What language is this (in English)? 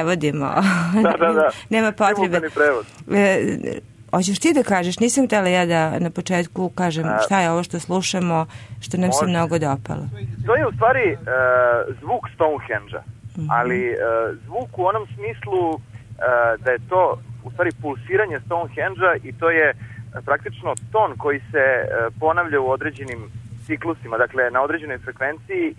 Serbian